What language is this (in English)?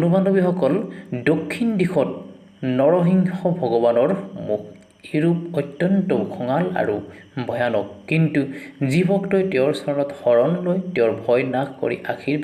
Assamese